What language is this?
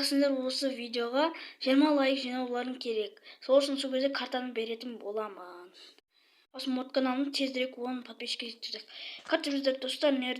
Kazakh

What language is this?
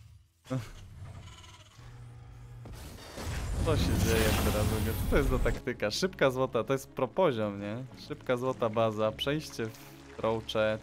Polish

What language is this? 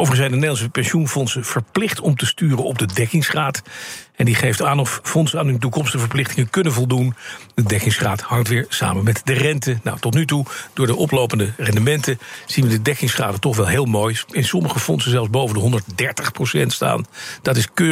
Dutch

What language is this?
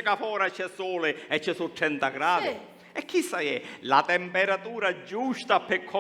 Sicilian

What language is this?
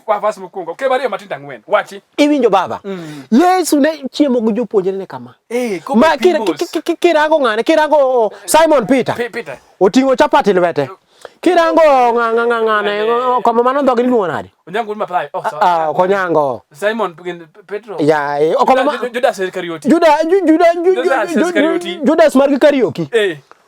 Luo (Kenya and Tanzania)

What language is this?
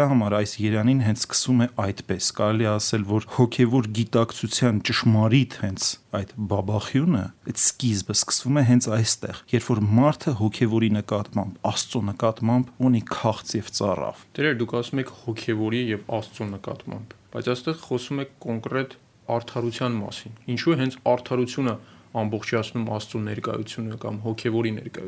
Armenian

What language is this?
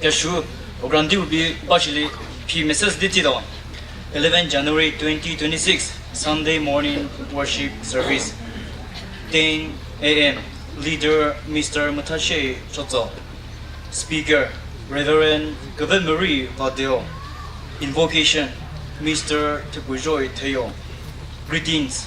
Chokri Naga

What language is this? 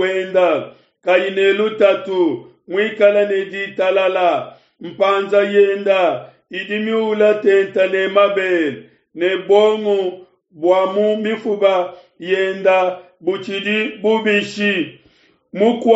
Luba-Lulua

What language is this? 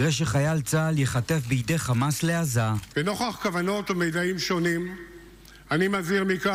Hebrew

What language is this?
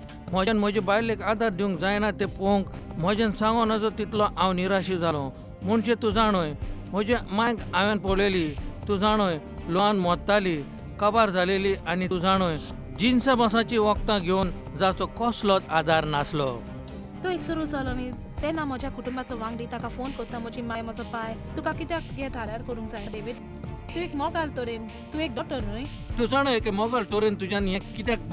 Konkani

